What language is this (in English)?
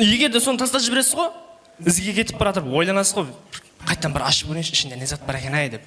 Kara-Kalpak